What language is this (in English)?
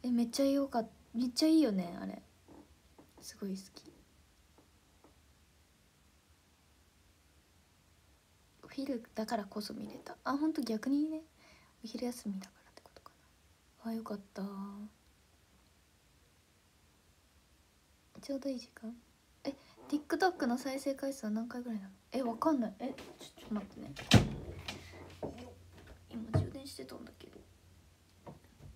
Japanese